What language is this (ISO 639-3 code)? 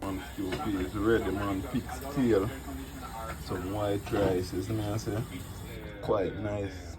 jam